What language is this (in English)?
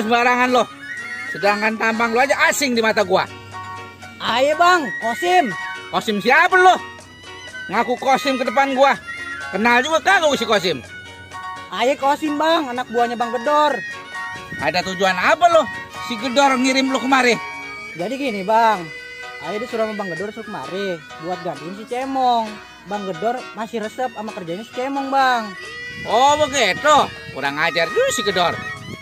Betawi